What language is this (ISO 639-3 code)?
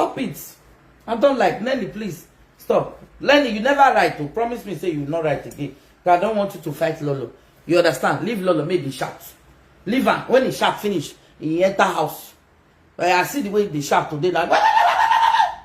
pcm